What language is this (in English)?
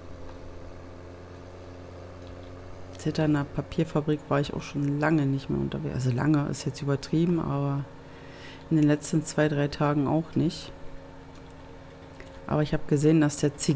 German